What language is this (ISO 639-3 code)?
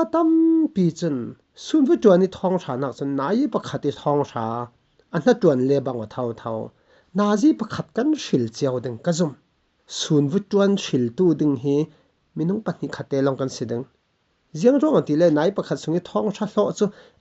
cfm